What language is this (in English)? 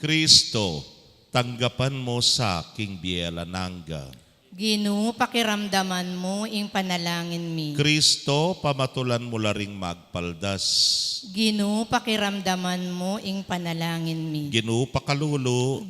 Pampanga